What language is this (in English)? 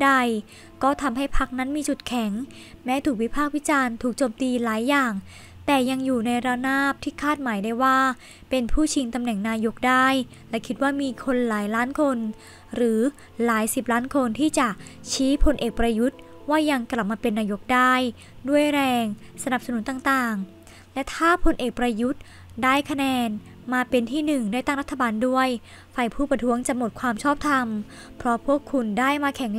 Thai